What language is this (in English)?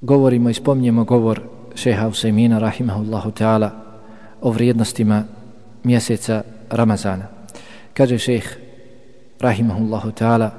Bosnian